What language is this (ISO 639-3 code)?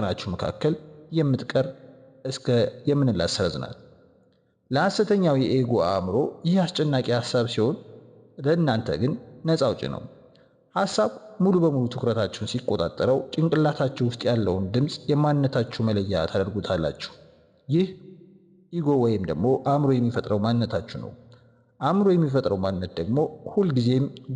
amh